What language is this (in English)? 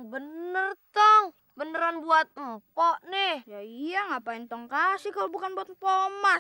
Betawi